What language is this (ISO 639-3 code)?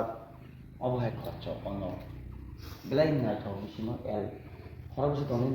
trp